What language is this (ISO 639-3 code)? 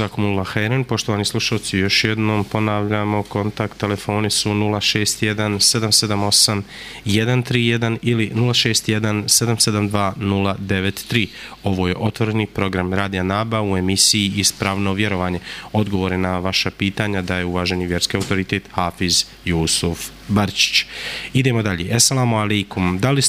bos